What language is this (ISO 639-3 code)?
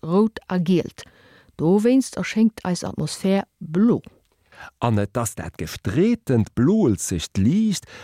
ltz